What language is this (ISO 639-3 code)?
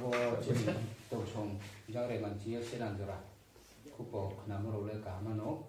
ria